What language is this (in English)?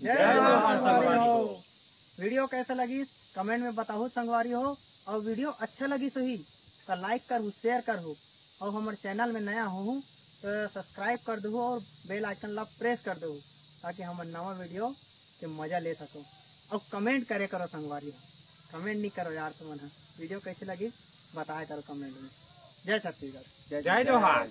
Chhattisgarhi